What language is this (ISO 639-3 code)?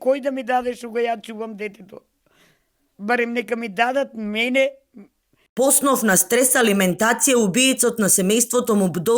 mkd